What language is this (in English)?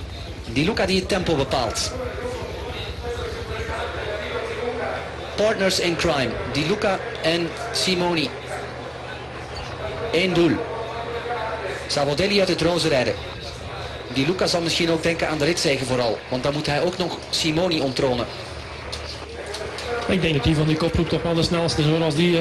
Dutch